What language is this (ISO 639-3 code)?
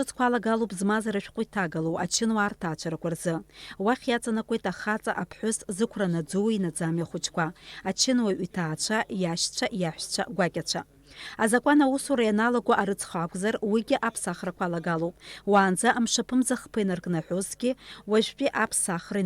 abk